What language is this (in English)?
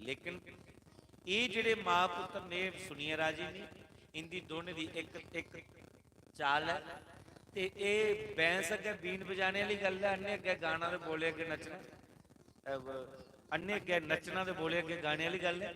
Dogri